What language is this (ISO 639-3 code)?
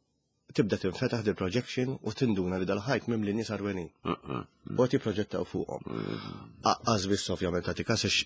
mlt